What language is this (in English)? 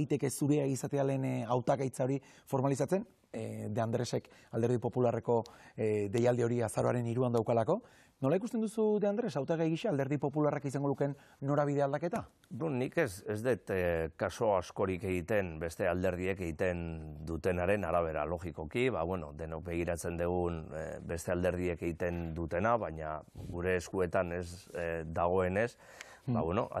Basque